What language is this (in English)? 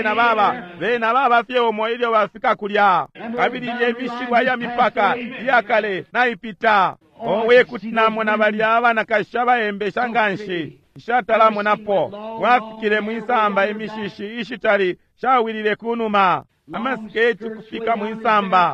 Bemba